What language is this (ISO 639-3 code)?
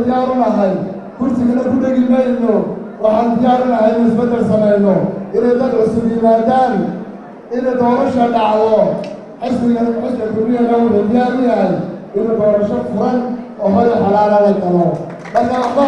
som